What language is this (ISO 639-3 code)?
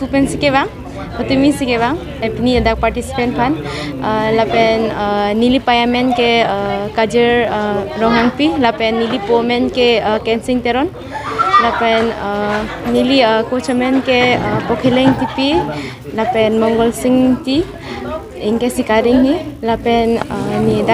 mjw